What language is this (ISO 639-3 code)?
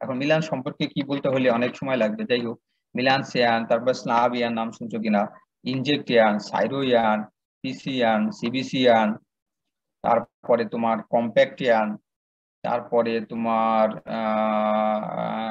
ben